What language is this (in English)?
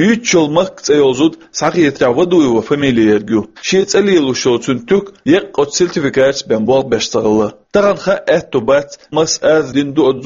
Chechen